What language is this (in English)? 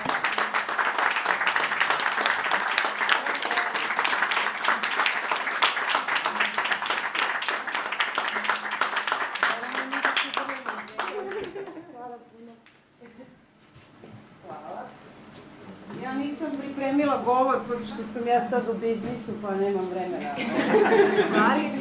Serbian